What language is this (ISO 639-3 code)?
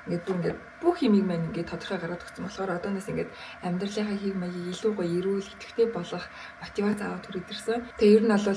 mon